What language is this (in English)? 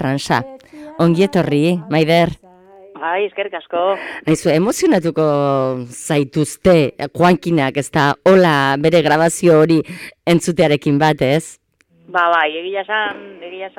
Basque